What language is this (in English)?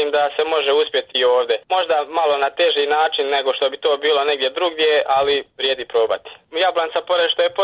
Bosnian